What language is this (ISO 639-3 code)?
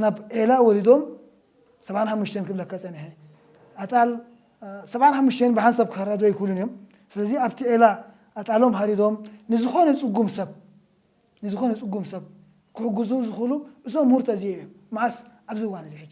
tir